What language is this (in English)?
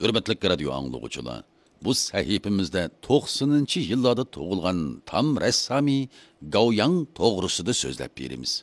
Uyghur